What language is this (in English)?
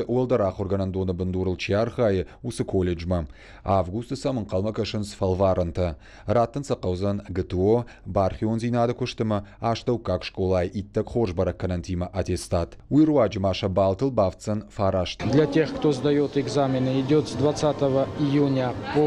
Ossetic